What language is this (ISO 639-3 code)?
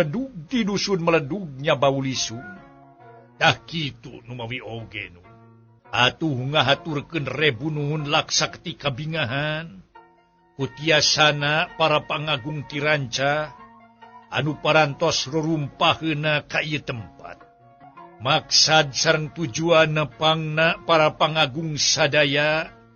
sun